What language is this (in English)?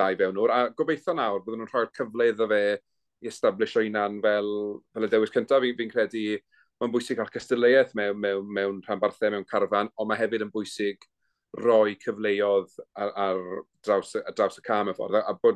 Welsh